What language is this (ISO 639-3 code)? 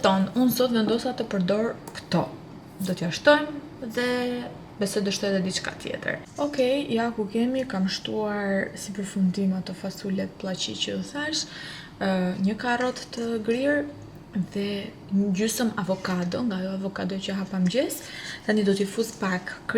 sqi